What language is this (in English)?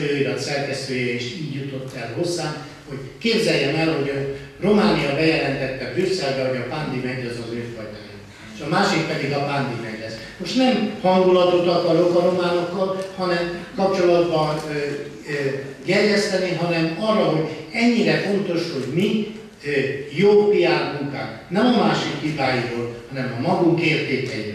Hungarian